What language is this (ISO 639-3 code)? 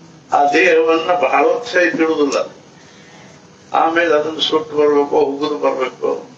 kan